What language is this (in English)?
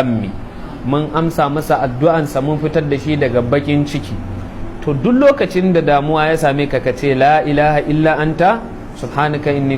Hausa